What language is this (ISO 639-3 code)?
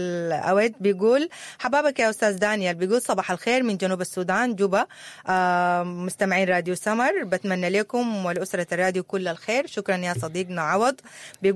apd